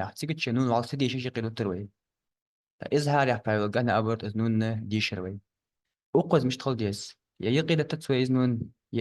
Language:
Ingush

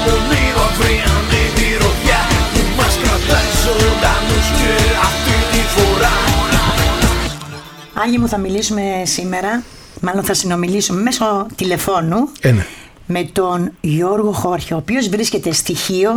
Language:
Greek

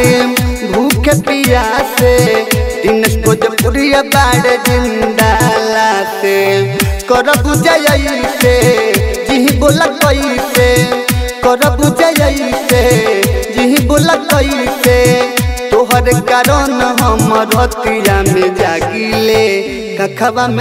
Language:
Bhojpuri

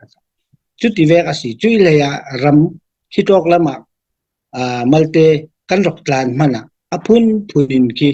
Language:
Falam Chin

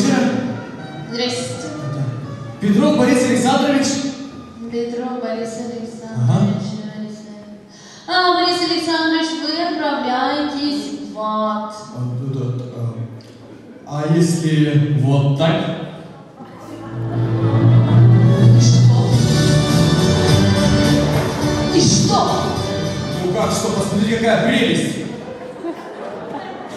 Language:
Russian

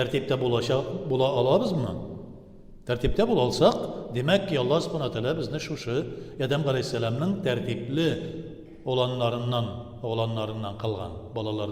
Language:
Tatar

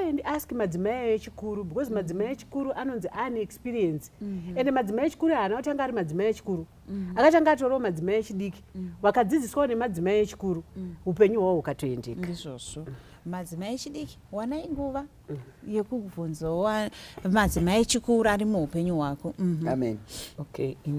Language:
Shona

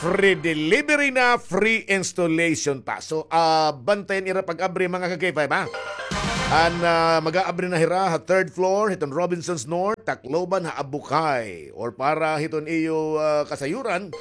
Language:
Waray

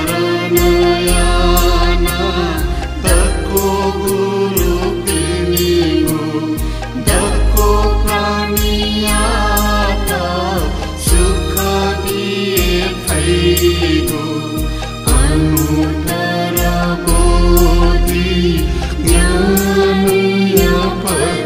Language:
Newari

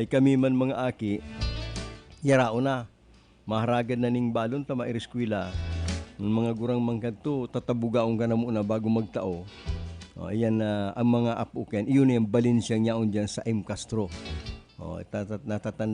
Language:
Bikol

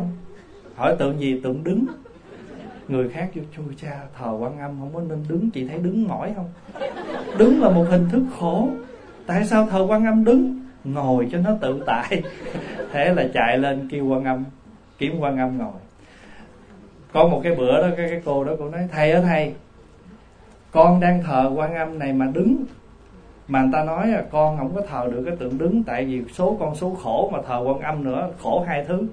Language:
Vietnamese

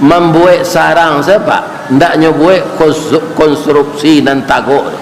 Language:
Minangkabau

